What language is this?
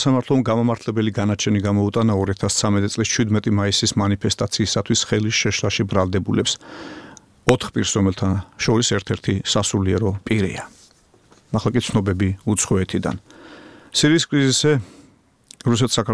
Georgian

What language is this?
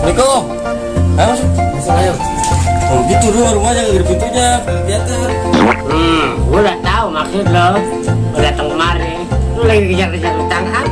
Betawi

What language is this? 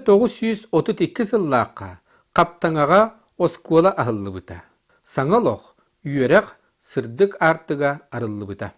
Yakut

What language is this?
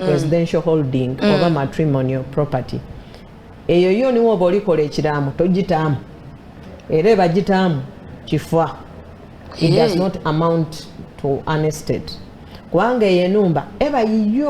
Soga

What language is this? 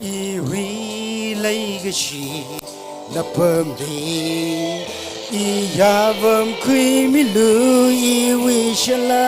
Tangkhul Naga (India)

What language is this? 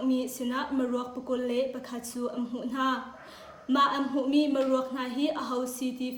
Hakha Chin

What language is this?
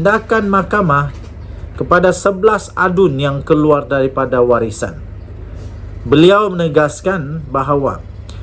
Malay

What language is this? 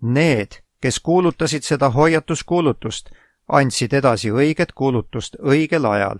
Estonian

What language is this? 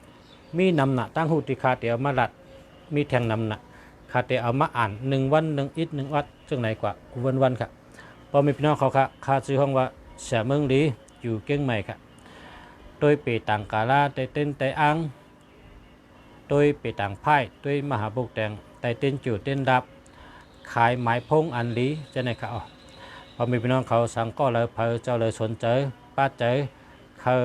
Shan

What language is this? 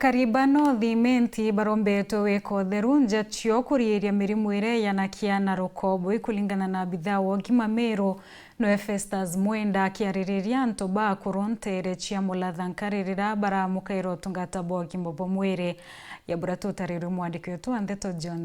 Meru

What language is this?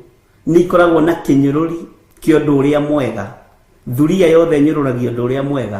Kikuyu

